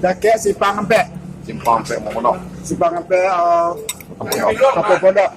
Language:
Minangkabau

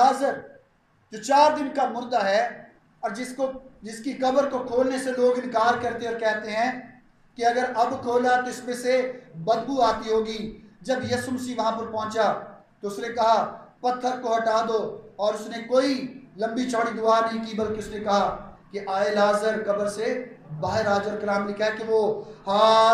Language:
Urdu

